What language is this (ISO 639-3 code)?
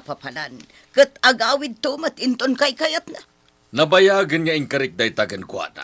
ilo